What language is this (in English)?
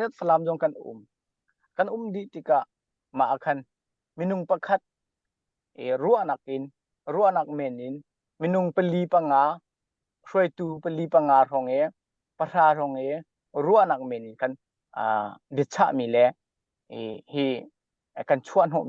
Hakha Chin